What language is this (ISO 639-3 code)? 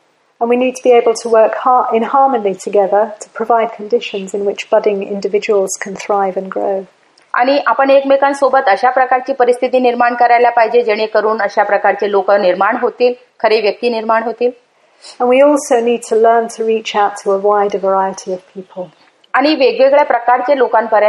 mar